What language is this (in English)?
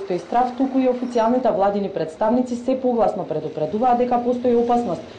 Macedonian